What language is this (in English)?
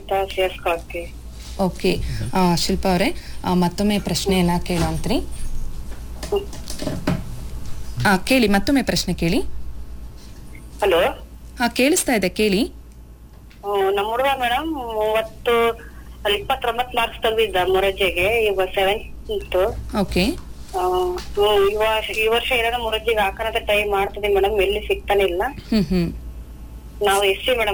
Kannada